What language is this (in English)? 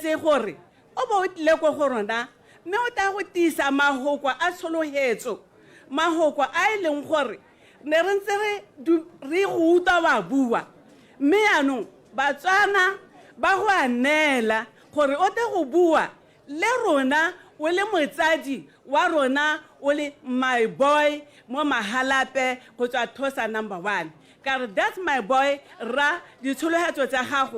Tswana